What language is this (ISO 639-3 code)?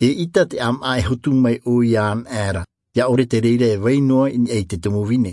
tah